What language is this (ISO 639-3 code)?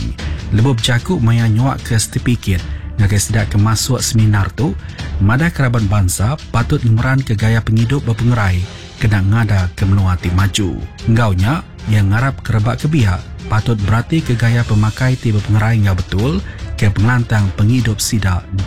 iba